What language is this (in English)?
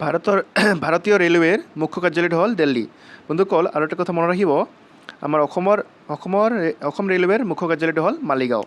Assamese